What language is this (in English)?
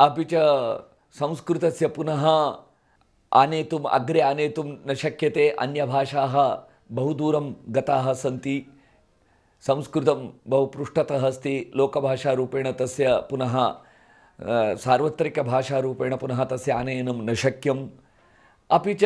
Sanskrit